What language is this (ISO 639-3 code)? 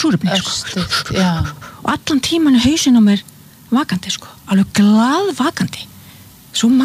isl